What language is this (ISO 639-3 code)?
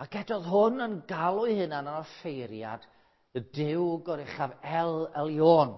cym